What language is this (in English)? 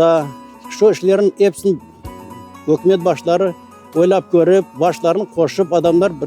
Crimean Tatar